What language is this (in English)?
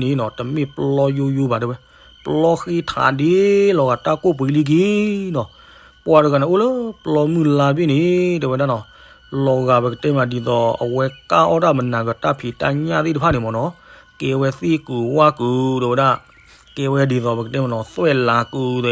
S'gaw Karen